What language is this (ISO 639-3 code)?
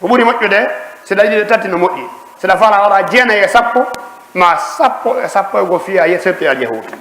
ful